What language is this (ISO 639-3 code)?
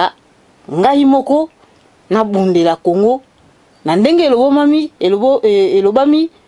lin